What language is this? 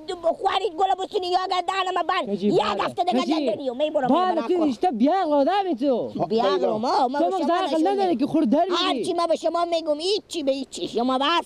Persian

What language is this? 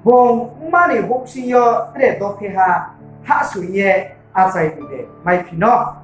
Riang (India)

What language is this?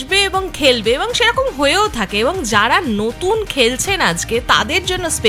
Bangla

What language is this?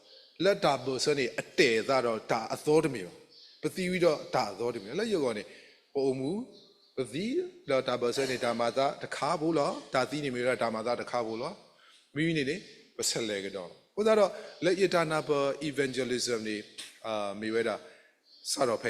S'gaw Karen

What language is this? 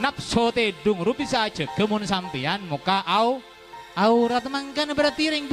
Madurese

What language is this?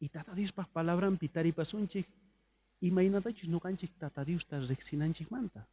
South Bolivian Quechua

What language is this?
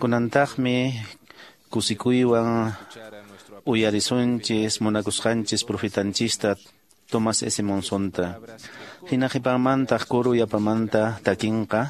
Quechua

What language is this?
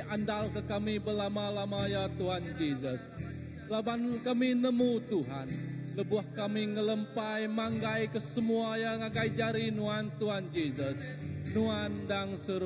Iban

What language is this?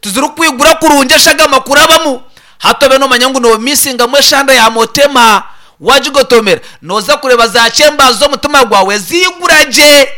Nyankole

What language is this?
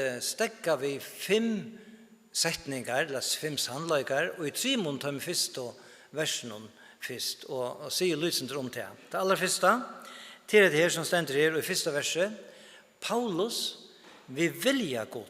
Faroese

